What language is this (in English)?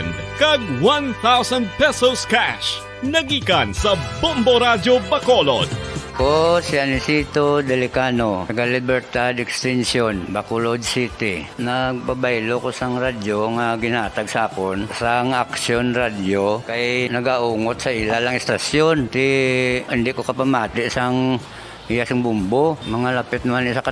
Hiligaynon